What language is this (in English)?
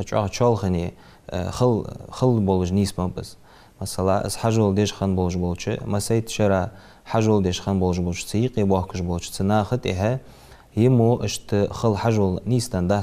Ingush